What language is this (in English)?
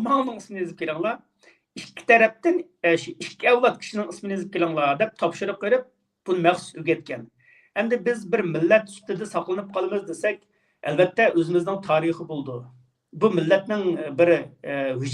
Uyghur